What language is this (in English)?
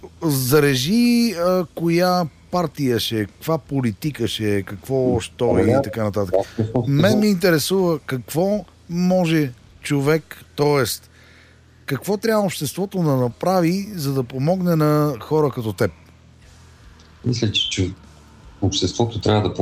Bulgarian